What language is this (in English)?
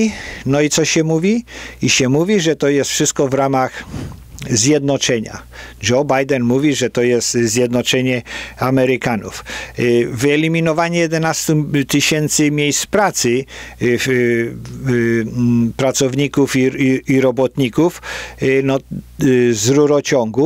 Polish